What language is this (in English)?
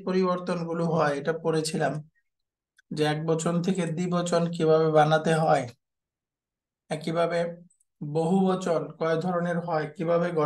Bangla